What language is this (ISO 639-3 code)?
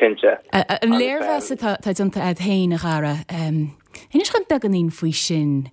gle